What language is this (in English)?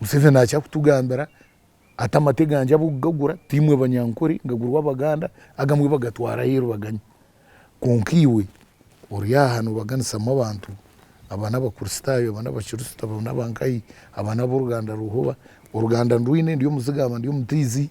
Nyankole